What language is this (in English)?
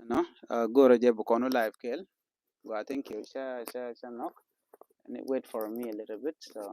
Nuer